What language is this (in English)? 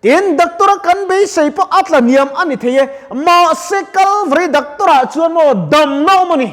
Mizo